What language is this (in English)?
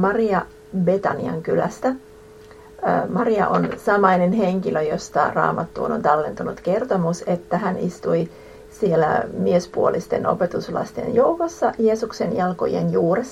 Finnish